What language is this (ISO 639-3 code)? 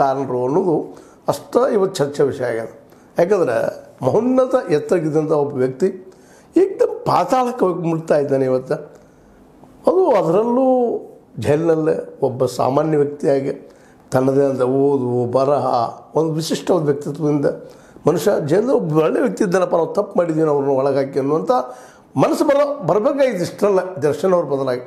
kan